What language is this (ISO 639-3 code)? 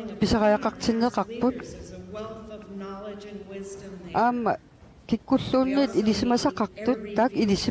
kal